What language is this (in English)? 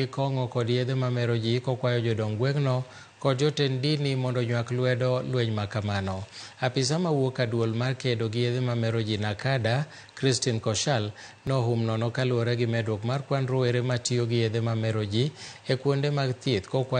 Luo (Kenya and Tanzania)